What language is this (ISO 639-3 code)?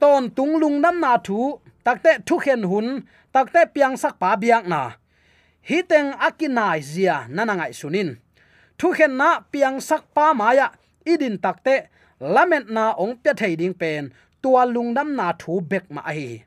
ctd